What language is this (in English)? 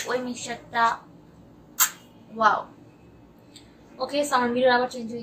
Bangla